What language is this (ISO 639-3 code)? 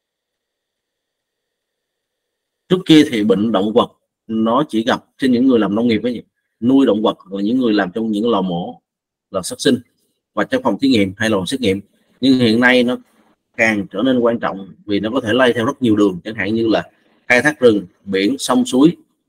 vie